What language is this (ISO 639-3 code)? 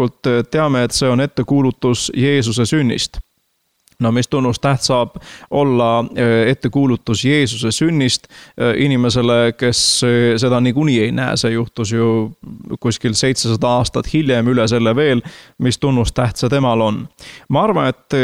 est